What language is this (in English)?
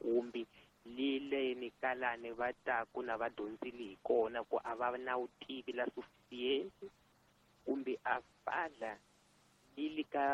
Tsonga